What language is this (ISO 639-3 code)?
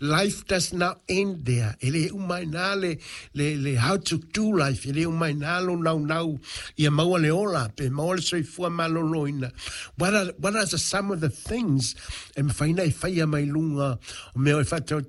smo